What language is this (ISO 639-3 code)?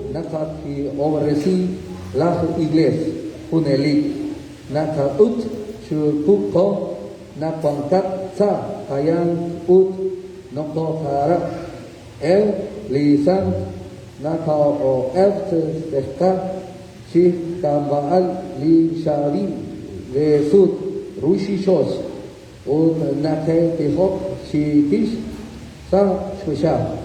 kek